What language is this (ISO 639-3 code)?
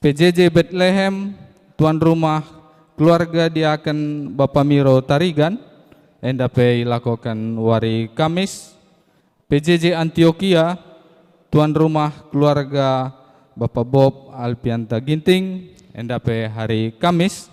btx